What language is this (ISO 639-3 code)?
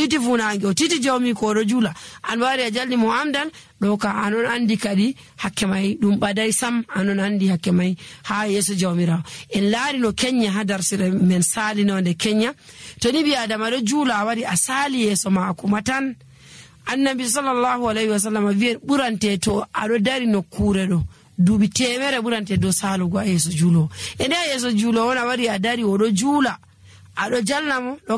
fuv